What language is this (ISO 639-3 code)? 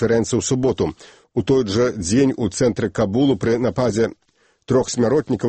bel